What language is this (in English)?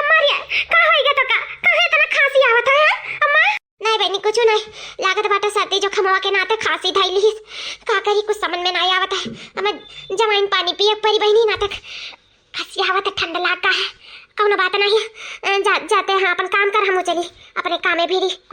Awadhi